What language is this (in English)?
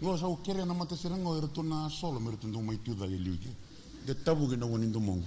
Fijian